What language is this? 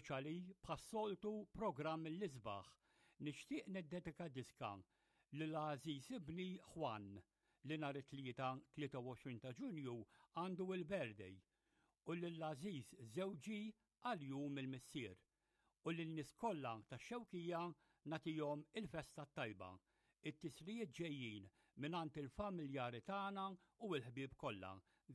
Maltese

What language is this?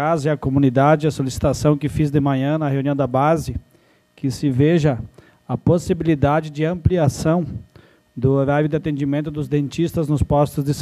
Portuguese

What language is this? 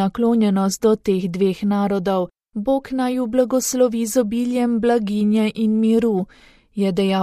Slovenian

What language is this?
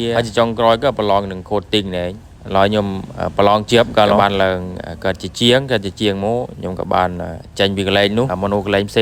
Khmer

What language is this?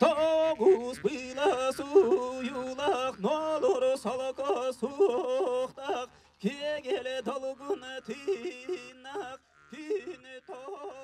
Yakut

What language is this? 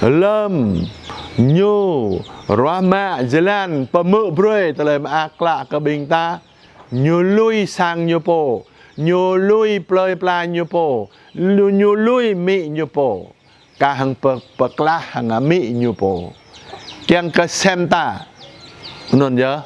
Jarai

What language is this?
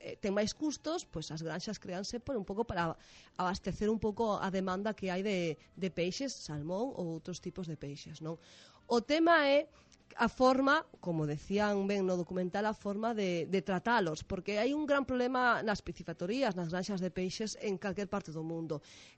Galician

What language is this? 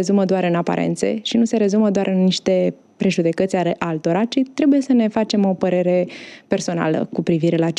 Romanian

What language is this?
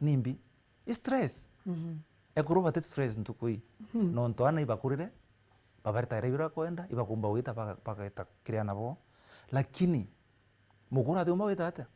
Meru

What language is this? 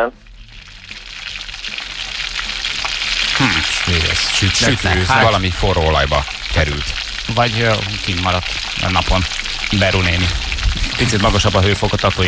Hungarian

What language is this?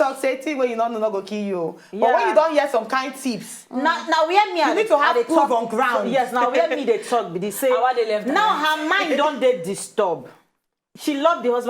Nigerian Pidgin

